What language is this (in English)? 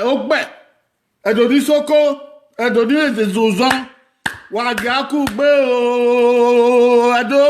Bini